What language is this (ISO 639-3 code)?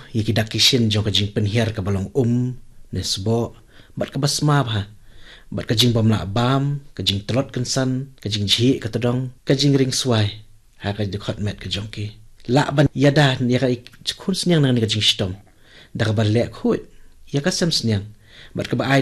kha